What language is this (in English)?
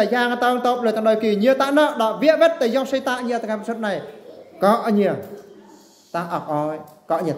Eastern Bru